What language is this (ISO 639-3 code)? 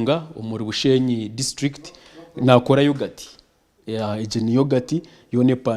nyn